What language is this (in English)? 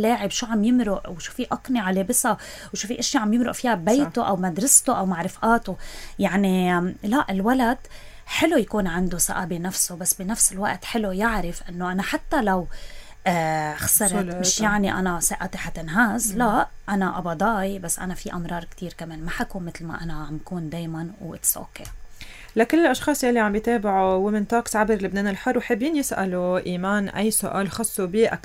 North Levantine Arabic